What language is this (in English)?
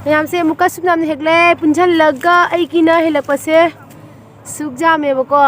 Manipuri